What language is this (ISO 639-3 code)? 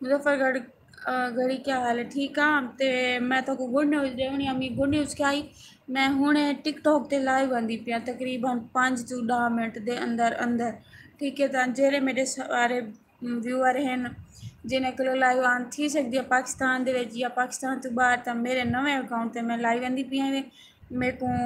skr